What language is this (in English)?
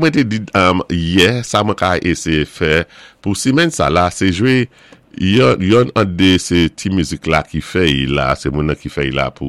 Saint Lucian Creole French